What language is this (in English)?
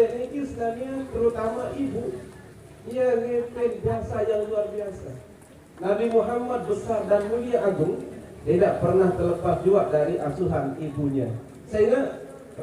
Sasak